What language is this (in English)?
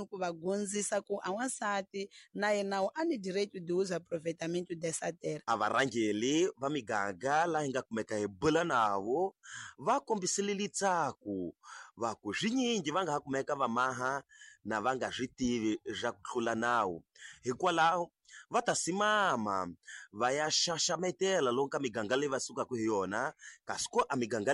Tsonga